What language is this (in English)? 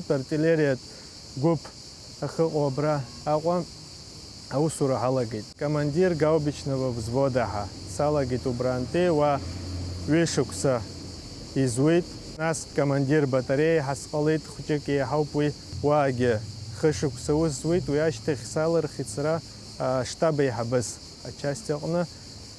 Abkhazian